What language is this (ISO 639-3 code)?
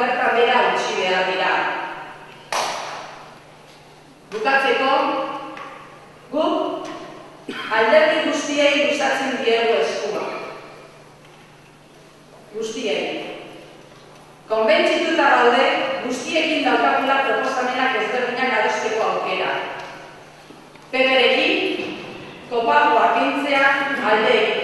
eus